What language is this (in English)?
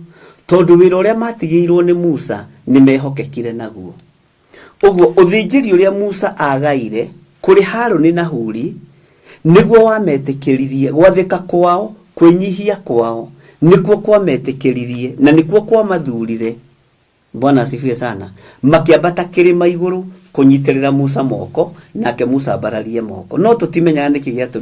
Kikuyu